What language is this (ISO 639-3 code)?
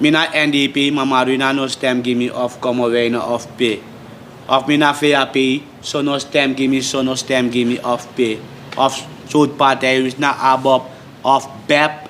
srn